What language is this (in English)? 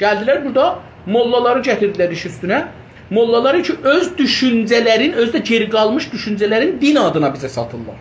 South Azerbaijani